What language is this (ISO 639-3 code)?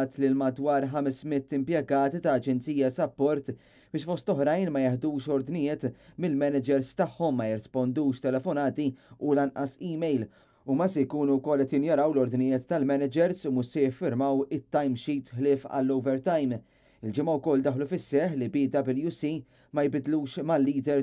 mlt